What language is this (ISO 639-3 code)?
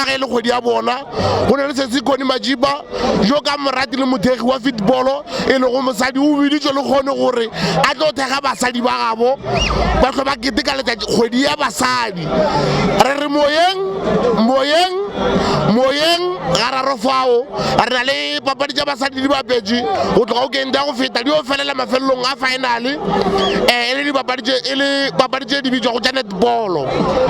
nso